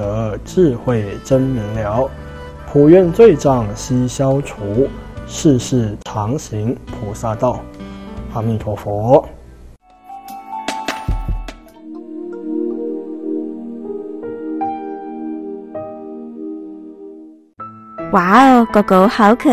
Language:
Chinese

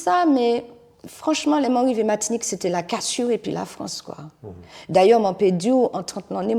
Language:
Guadeloupean Creole French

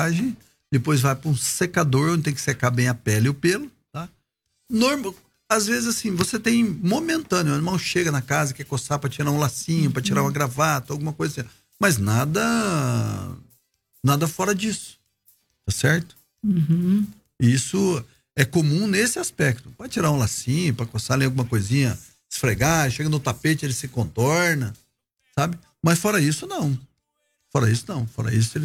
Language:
Portuguese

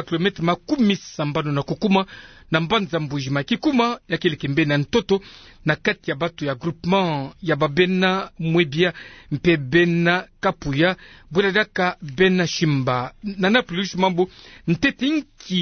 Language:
Kituba (Democratic Republic of Congo)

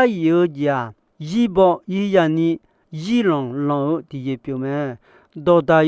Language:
Akha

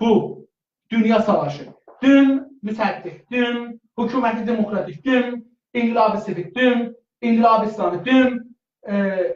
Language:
South Azerbaijani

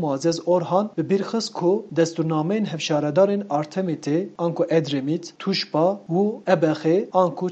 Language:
Kurdish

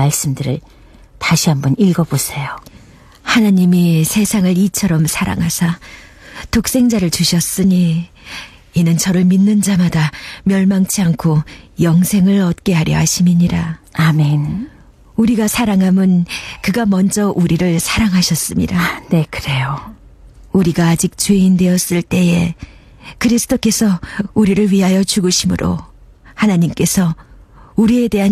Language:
Korean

